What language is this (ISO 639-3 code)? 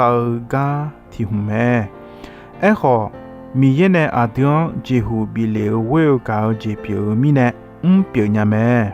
ahk